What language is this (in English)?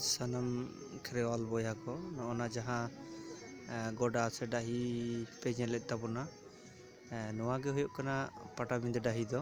Santali